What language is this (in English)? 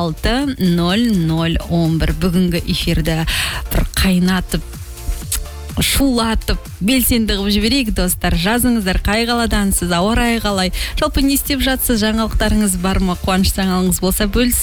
Kazakh